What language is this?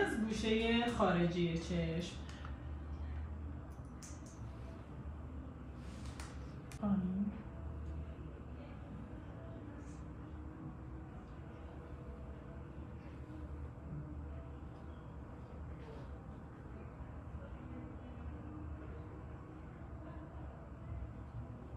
Persian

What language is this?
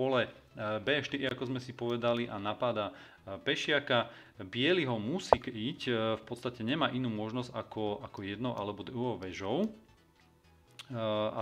Slovak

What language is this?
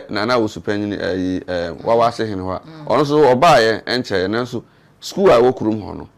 Akan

